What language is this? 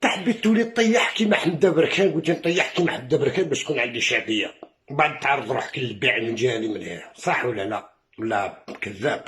Algerian Arabic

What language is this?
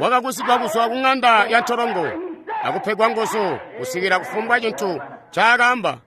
Tonga (Zambia)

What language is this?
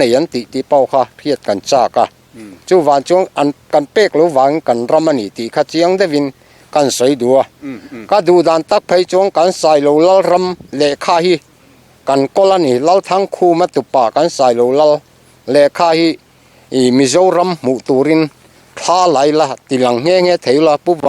Mizo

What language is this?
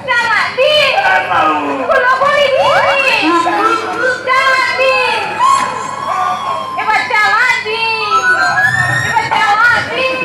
Santali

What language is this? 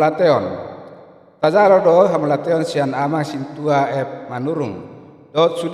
Batak Toba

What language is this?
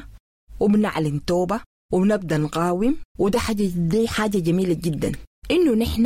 Sudanese Arabic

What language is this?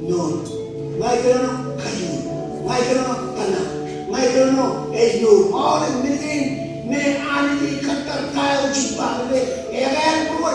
Marshallese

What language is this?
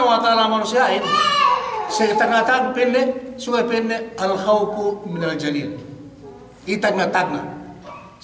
Yakan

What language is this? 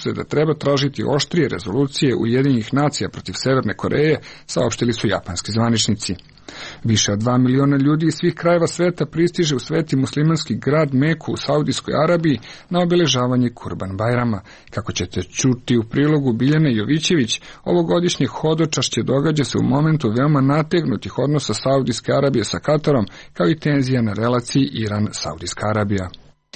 Serbian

